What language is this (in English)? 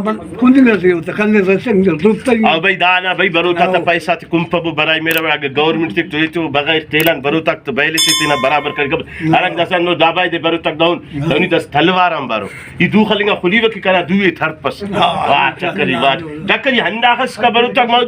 Brahui